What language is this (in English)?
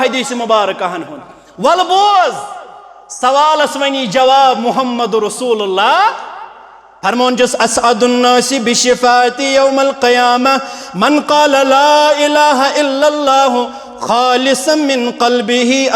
Kashmiri